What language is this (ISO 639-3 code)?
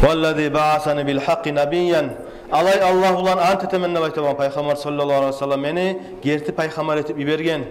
kum